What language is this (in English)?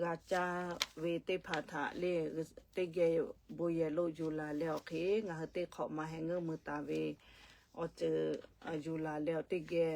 Lahu